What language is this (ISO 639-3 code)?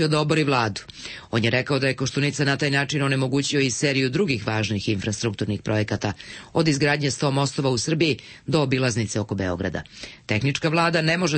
srp